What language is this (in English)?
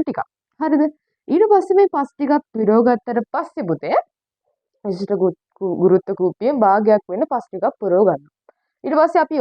Sinhala